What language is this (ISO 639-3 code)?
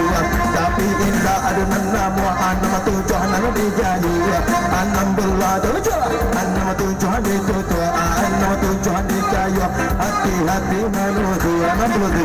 min